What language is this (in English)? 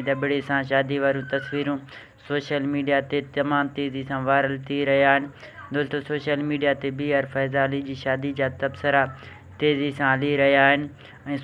Sindhi